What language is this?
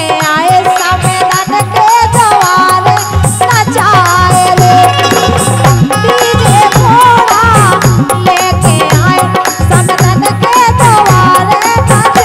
Bhojpuri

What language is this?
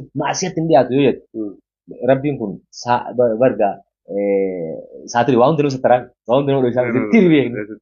Oromo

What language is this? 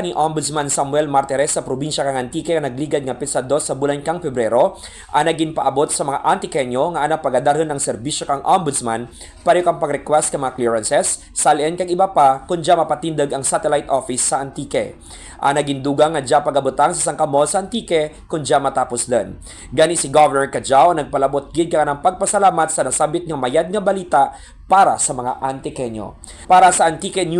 Kinaray-a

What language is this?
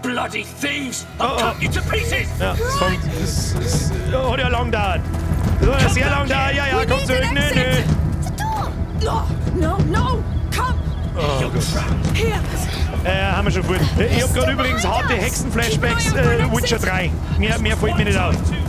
Bavarian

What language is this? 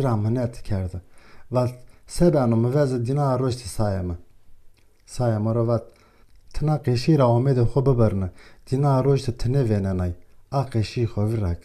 Zaza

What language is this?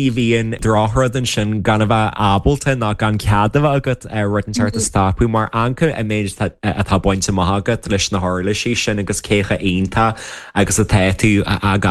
Irish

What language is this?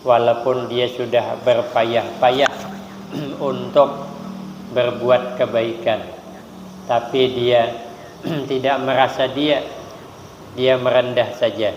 Banjar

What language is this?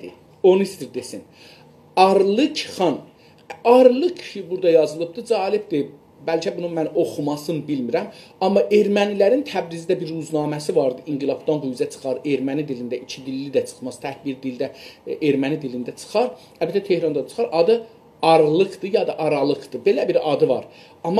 South Azerbaijani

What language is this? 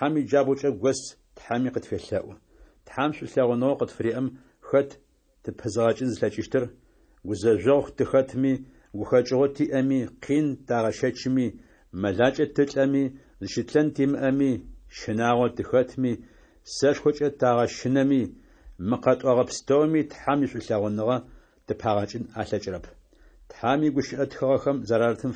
Adyghe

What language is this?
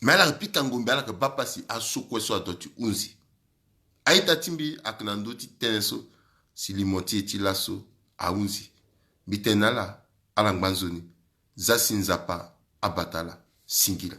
Sango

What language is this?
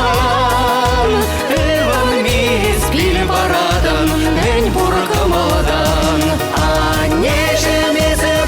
Chuvash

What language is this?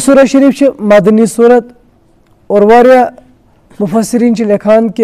Kashmiri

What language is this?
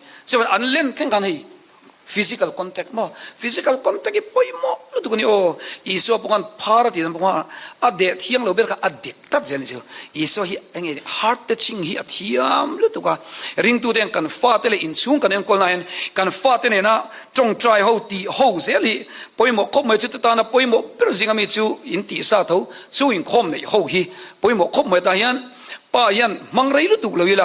Mizo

